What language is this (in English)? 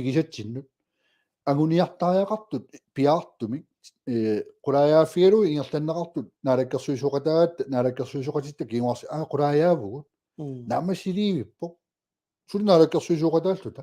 Kalaallisut